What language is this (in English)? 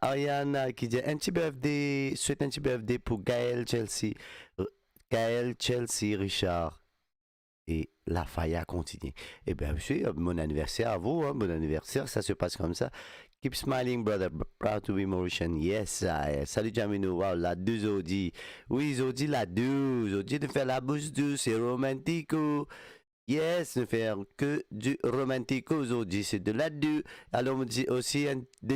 Morisyen